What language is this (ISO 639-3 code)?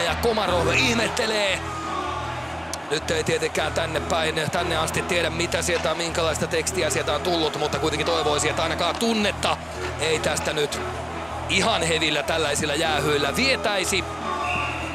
fin